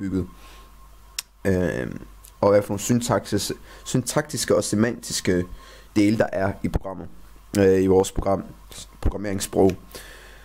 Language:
Danish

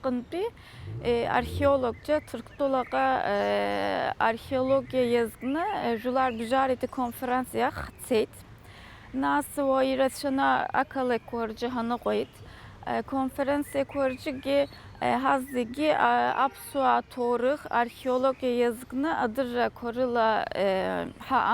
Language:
Abkhazian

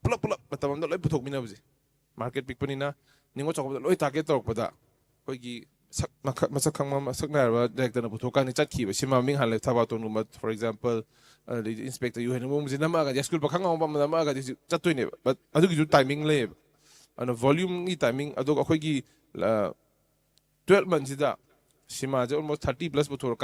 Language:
Manipuri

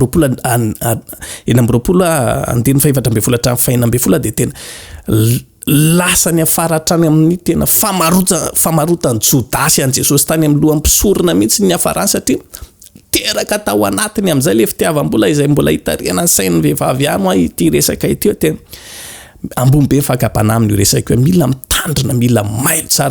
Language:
Malagasy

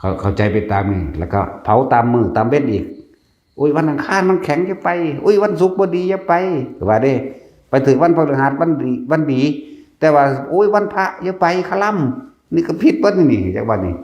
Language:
Lao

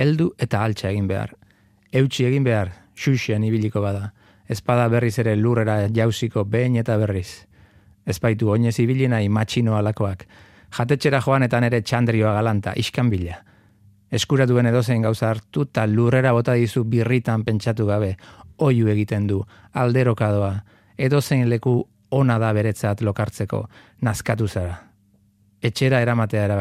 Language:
Basque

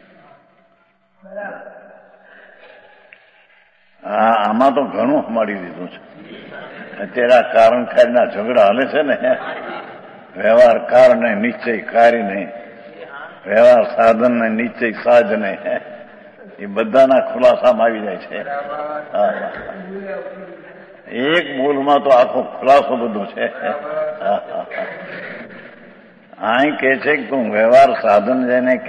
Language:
Gujarati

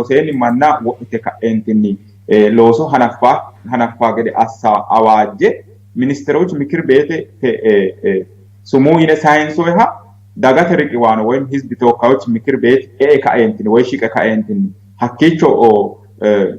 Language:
Sidamo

